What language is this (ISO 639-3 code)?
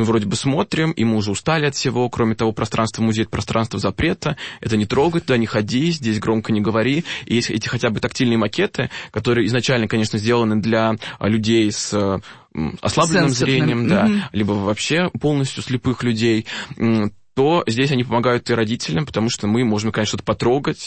rus